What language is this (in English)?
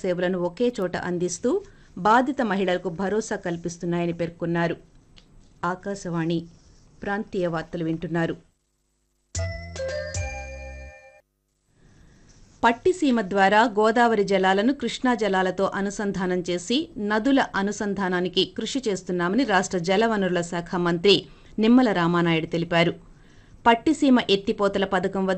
Telugu